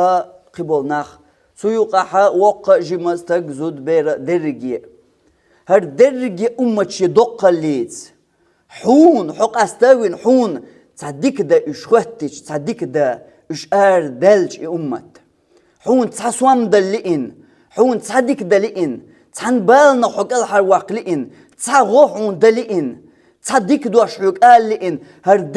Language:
Chechen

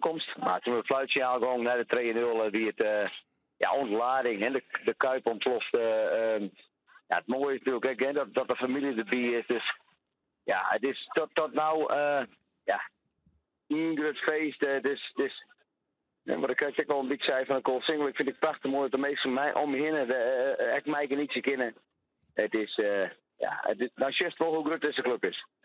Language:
Western Frisian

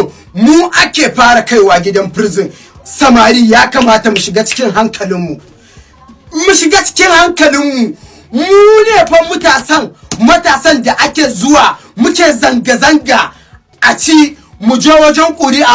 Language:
Hausa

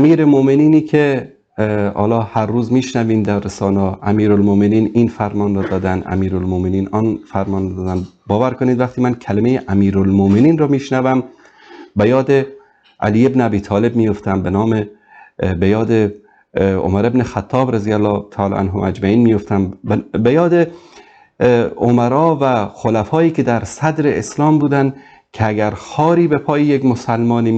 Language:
Persian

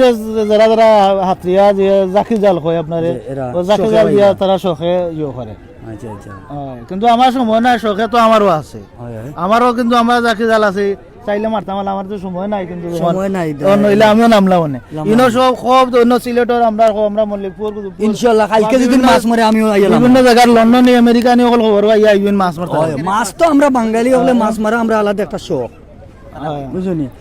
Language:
Sylheti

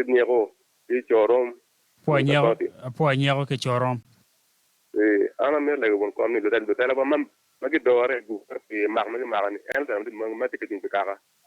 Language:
Acoli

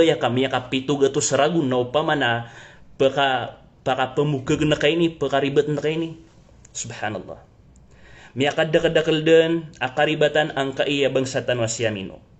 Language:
Maranao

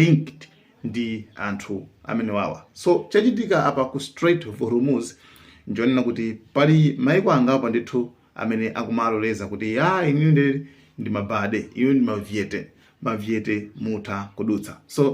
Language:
Nyanja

